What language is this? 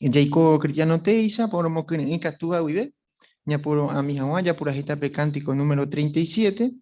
Guarani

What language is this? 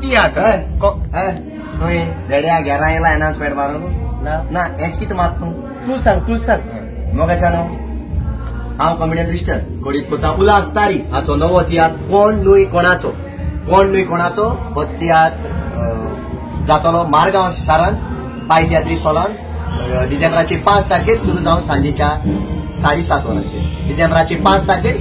Konkani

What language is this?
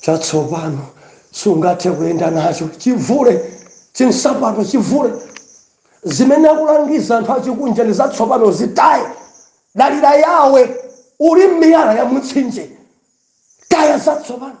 Nyanja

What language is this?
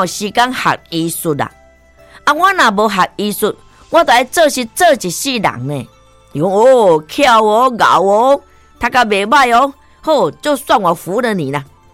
Min Nan Chinese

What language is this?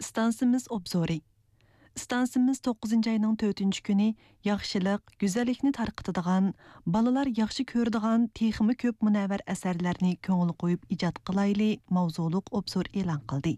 Uyghur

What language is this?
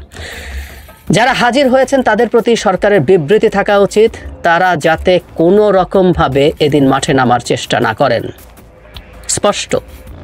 Bangla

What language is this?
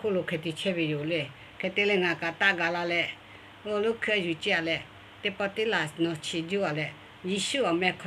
Lahu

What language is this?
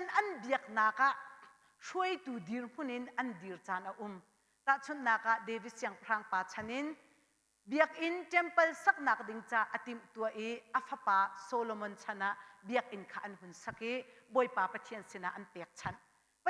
Hakha Chin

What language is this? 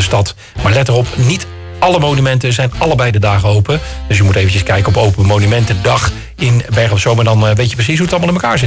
Dutch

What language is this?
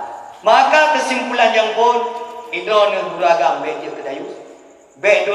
Achinese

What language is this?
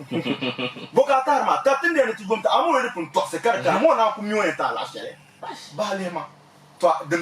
Dagbani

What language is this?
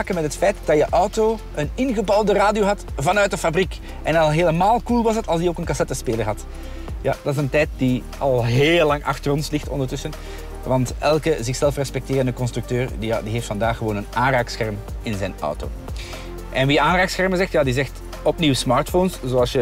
Dutch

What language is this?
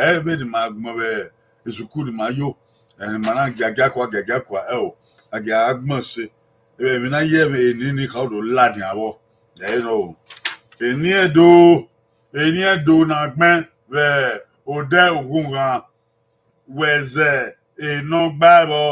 Bini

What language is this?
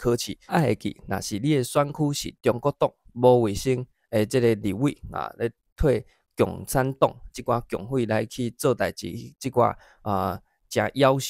Min Nan Chinese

